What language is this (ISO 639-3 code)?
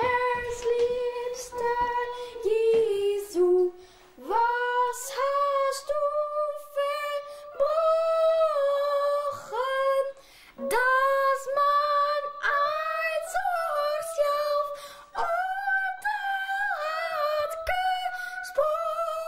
fry